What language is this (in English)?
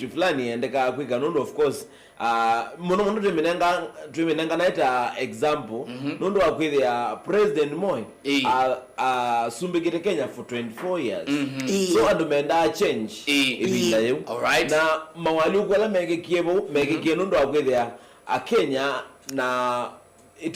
Kamba